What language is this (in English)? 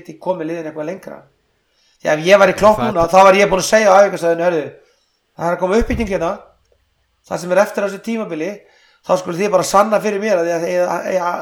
Icelandic